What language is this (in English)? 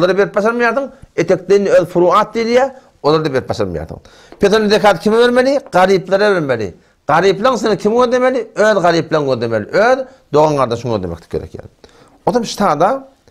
Turkmen